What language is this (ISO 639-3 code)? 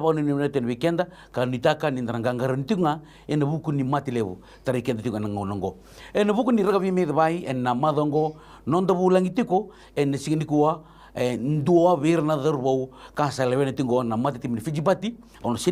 fij